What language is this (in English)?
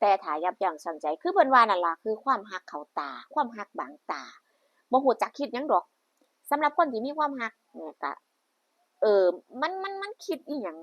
Northeastern Thai